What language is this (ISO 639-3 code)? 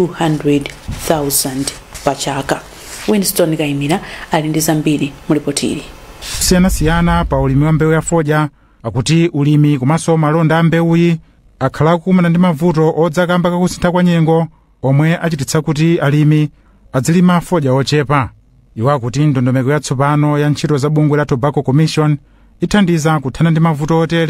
nya